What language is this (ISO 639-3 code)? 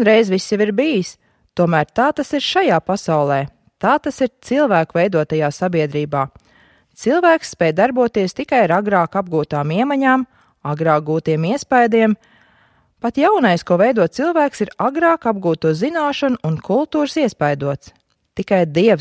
lav